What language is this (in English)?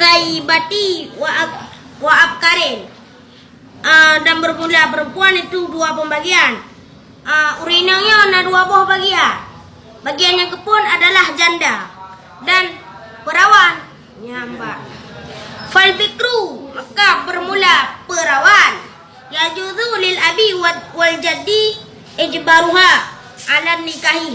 Achinese